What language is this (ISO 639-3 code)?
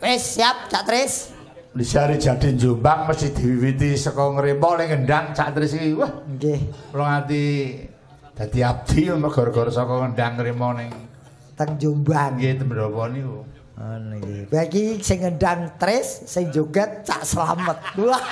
jav